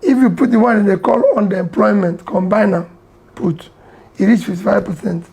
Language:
Nigerian Pidgin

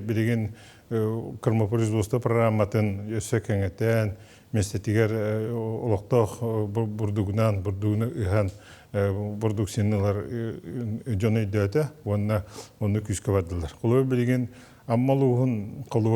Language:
Yakut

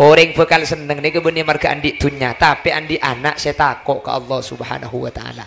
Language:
Madurese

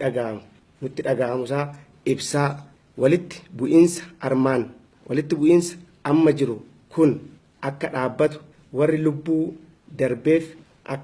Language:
Oromo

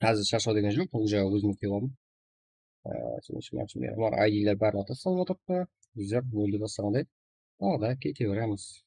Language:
Kara-Kalpak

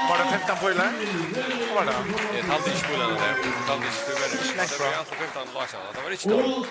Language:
Faroese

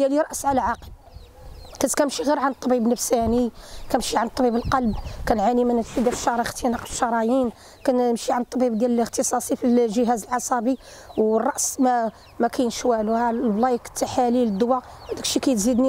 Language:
Moroccan Arabic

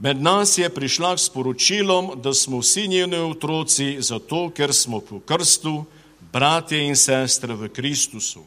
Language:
Slovenian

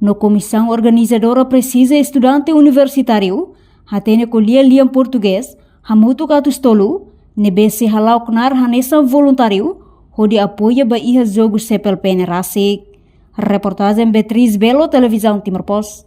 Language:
Tetum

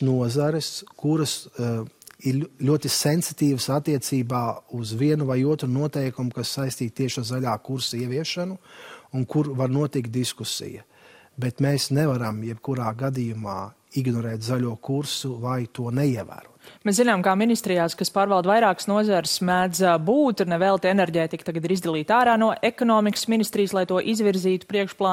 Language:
Latvian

